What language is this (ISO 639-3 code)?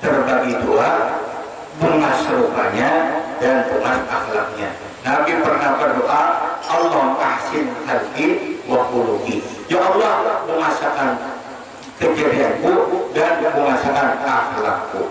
bjn